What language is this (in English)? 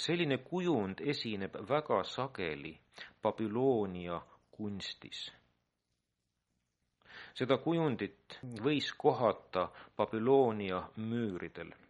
Estonian